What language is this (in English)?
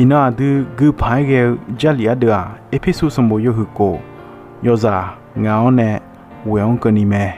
Akha